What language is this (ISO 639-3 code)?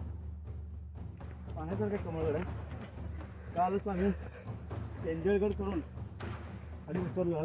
mar